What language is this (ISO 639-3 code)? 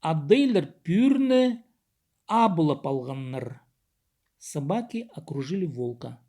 kjh